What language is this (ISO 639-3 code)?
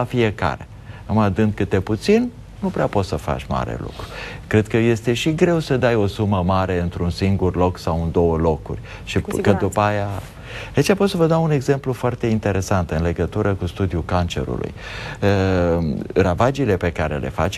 ron